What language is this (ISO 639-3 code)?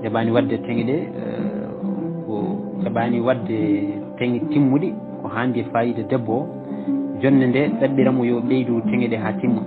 ful